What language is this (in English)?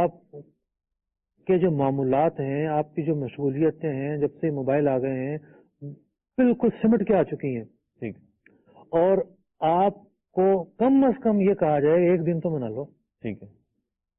Urdu